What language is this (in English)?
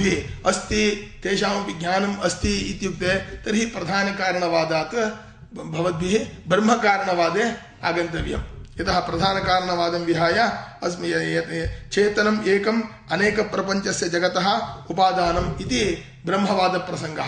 Sanskrit